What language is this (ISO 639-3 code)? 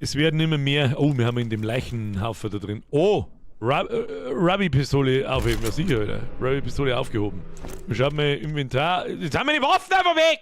bar